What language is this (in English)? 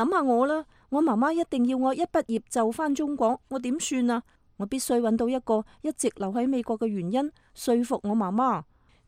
Cantonese